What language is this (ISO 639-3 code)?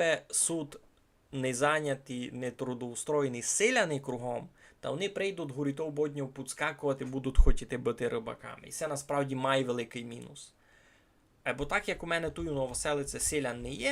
rue